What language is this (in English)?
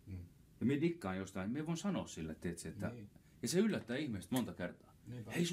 Finnish